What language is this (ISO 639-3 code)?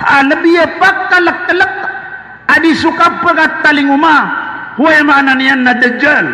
mrw